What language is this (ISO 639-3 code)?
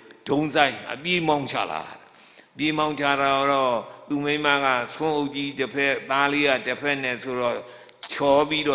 mya